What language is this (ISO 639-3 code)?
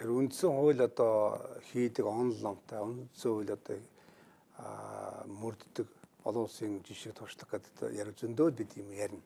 mon